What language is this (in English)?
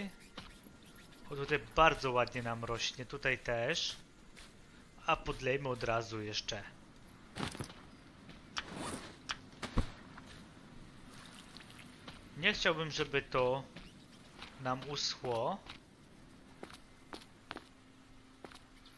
Polish